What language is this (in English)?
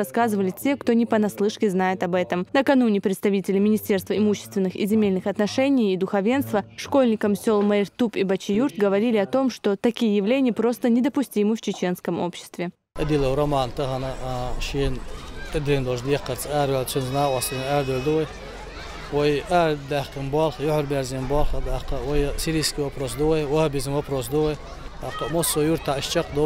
Chechen